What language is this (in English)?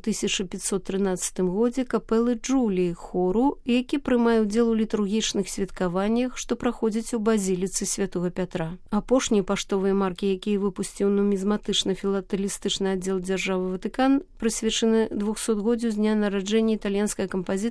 Belarusian